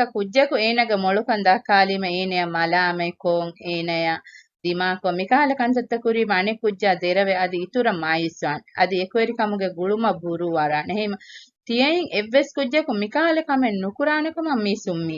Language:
Divehi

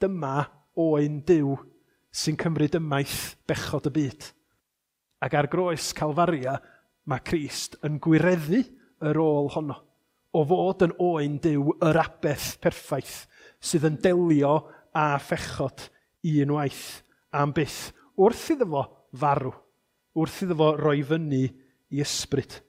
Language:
Welsh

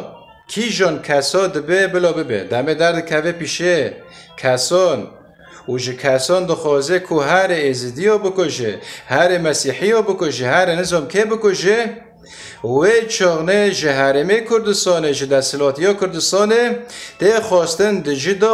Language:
Kurdish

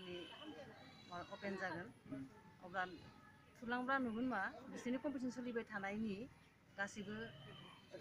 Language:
Bodo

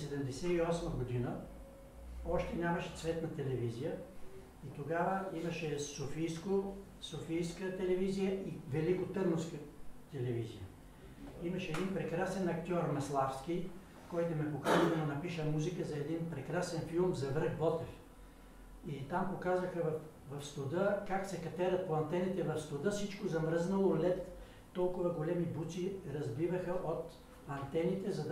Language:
Bulgarian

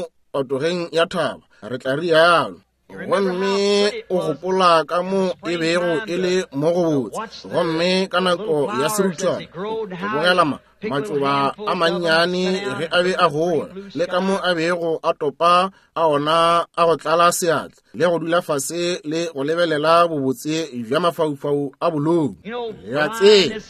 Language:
Northern Sotho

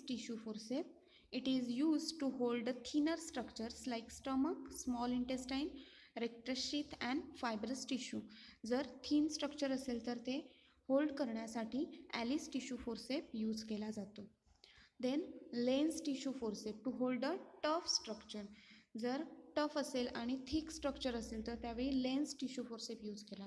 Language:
Marathi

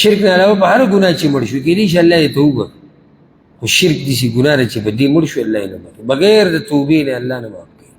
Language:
Pashto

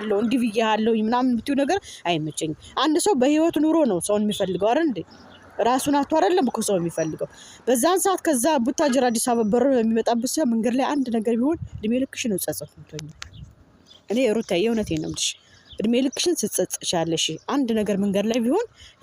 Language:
Amharic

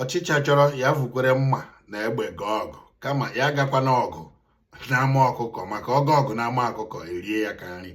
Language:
Igbo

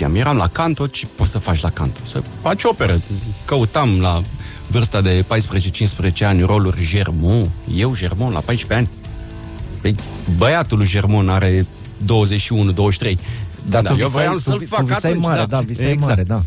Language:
Romanian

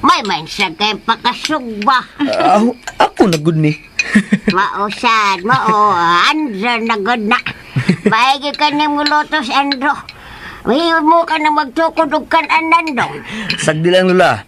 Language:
Cebuano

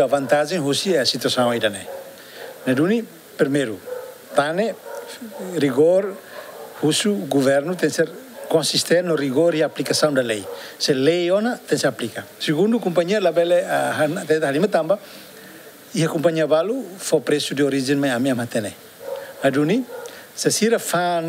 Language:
Tetum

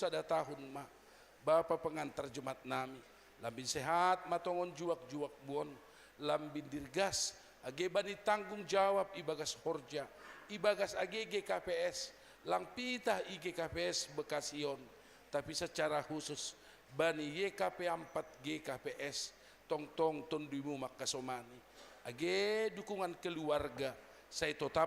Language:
Batak Simalungun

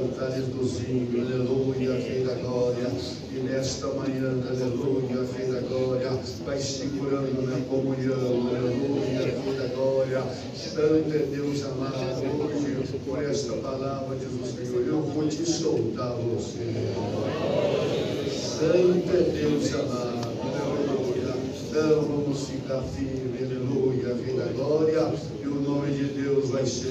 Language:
Portuguese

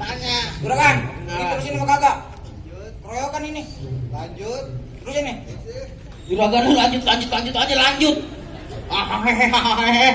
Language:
Betawi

